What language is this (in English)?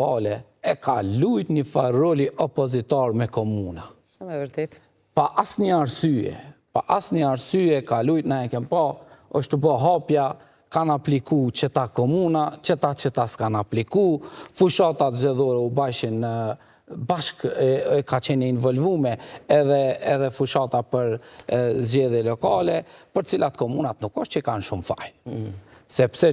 Albanian